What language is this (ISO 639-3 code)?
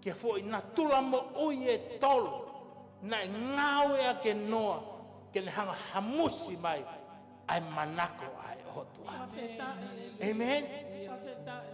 ton